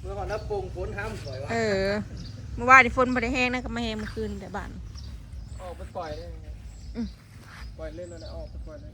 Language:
Northeastern Thai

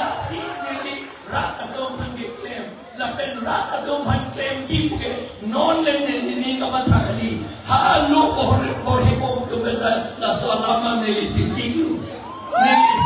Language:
Karbi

